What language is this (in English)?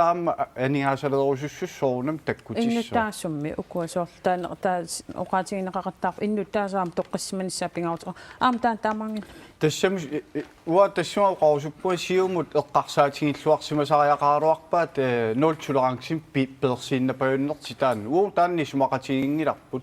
Kalaallisut